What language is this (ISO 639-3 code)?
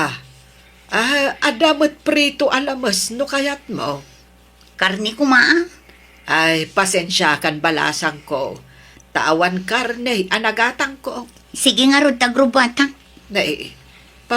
ilo